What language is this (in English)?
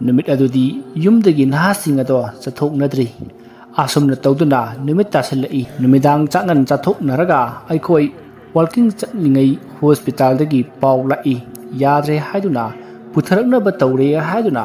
Manipuri